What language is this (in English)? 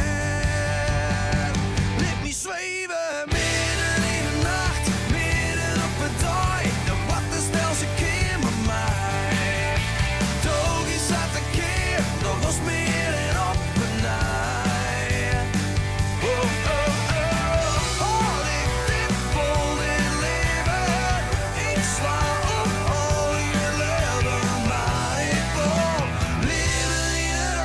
Western Frisian